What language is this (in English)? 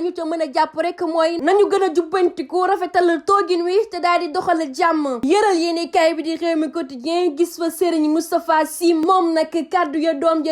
Wolof